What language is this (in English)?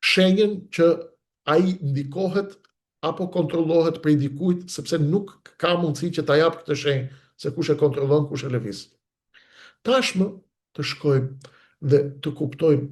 Albanian